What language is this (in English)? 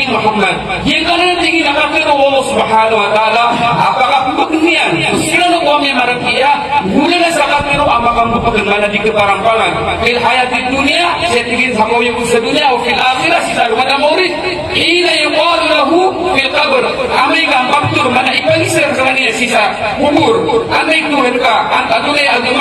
Maranao